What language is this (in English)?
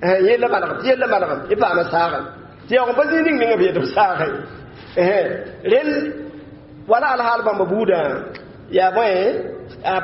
Mossi